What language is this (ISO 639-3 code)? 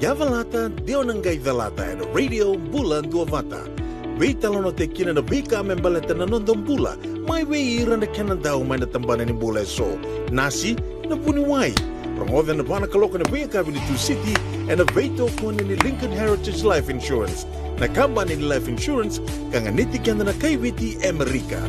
fij